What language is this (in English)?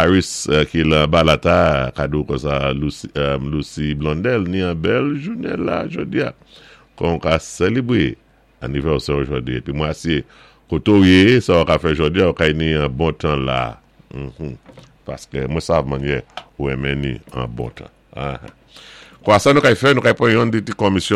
Saint Lucian Creole French